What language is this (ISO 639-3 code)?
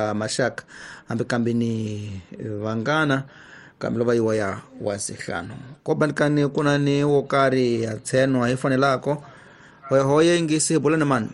tso